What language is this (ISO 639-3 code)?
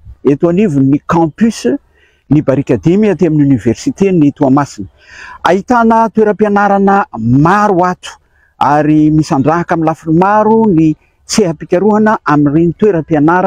mlg